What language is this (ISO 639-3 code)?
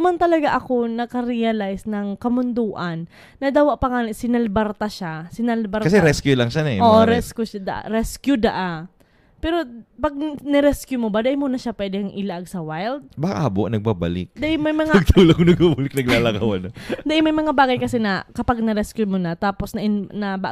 bik